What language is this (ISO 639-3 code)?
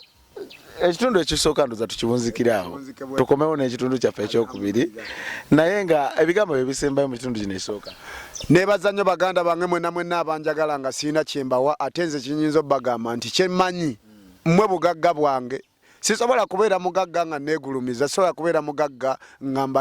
lug